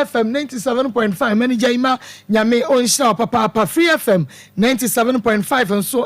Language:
Akan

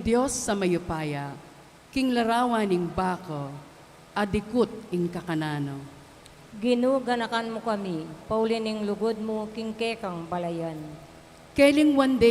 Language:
Pampanga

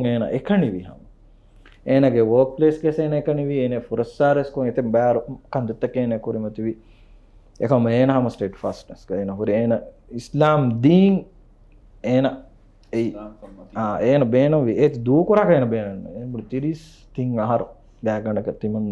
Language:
Divehi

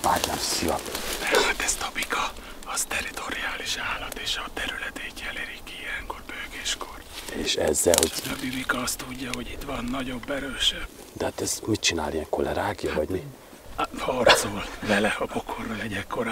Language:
Hungarian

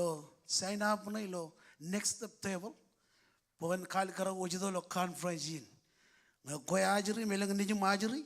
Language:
Marshallese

